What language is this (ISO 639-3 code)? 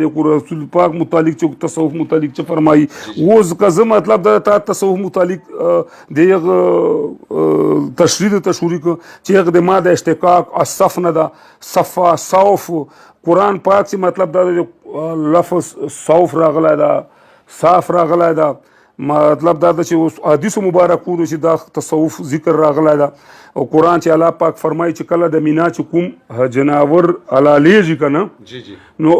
pus